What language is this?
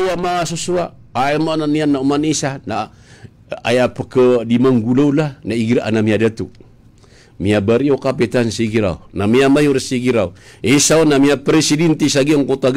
Maranao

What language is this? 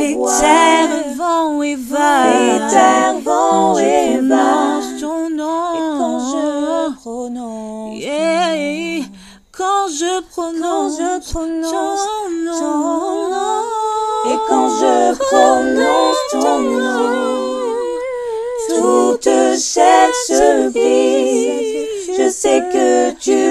French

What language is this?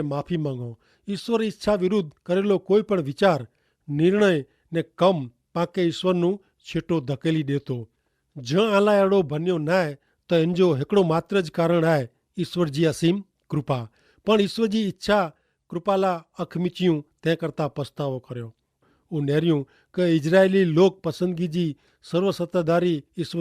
Kachhi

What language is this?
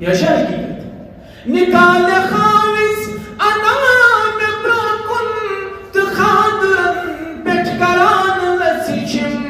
Kashmiri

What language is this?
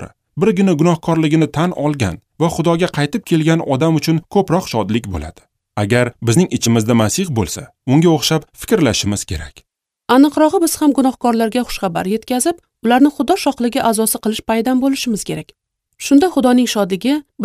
Uzbek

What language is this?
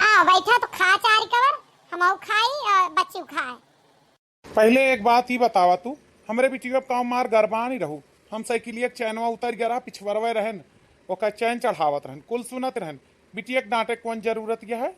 Awadhi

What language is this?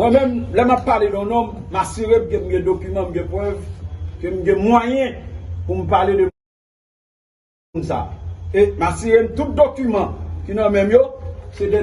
Haitian Creole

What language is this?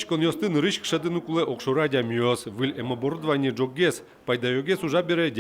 Udmurt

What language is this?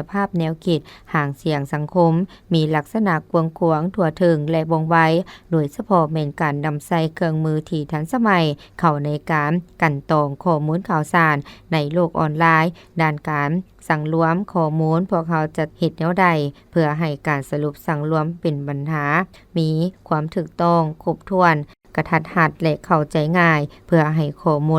Lao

